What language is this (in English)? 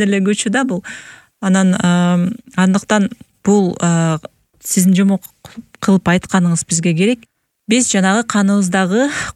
Kyrgyz